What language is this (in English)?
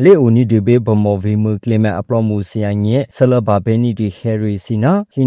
Burmese